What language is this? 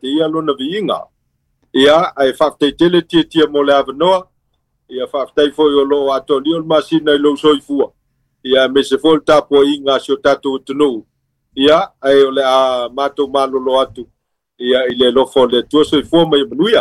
Samoan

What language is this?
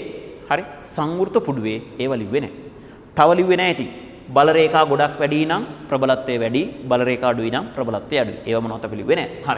Sinhala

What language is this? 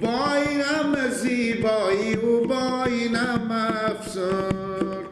Persian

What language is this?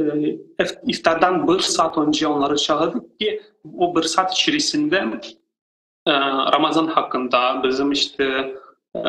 Crimean Tatar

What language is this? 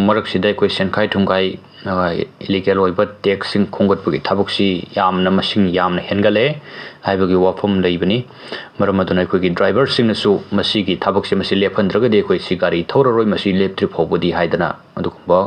Manipuri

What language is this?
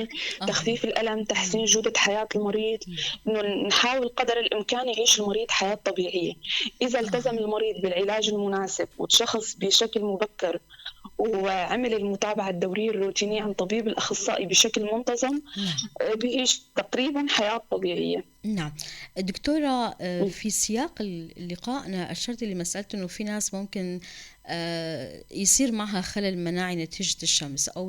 North Levantine Arabic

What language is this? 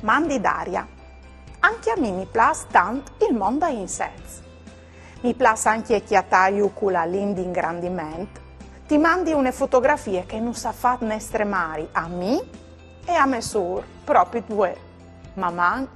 Friulian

